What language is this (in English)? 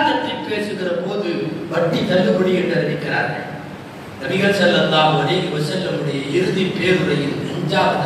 Tamil